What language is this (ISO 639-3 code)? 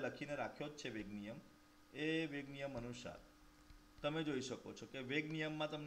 guj